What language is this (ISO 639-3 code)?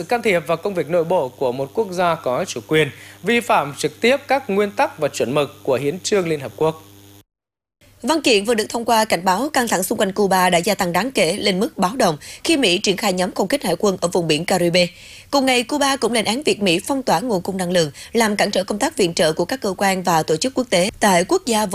vie